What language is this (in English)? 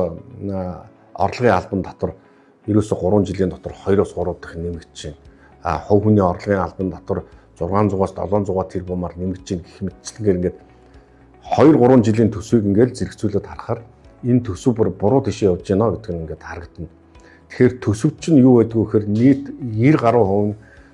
Mongolian